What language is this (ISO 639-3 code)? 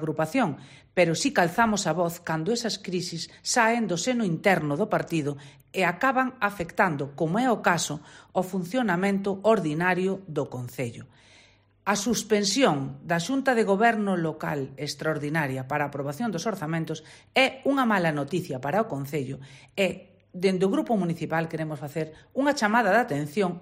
glg